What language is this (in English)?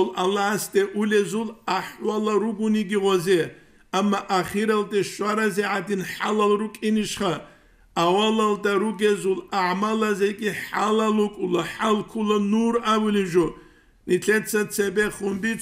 Avaric